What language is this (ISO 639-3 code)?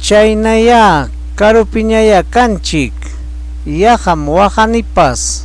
quy